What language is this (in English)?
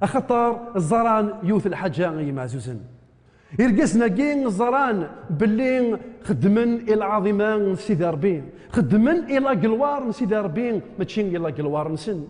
Kabyle